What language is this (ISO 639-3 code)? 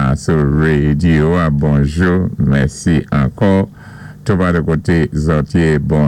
acf